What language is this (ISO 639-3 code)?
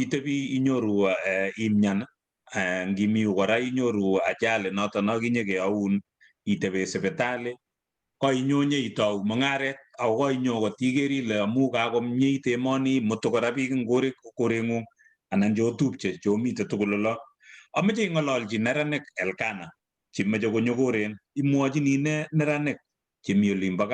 kln